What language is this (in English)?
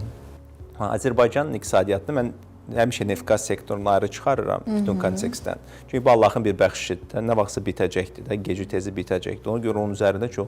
Azerbaijani